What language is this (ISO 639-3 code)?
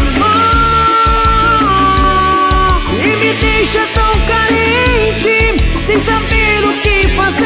por